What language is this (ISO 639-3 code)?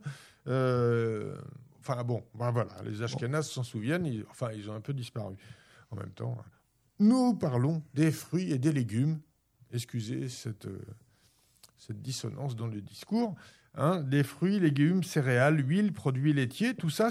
fra